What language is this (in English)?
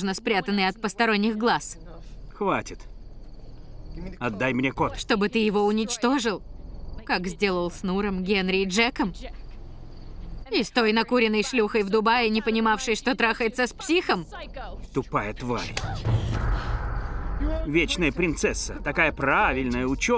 Russian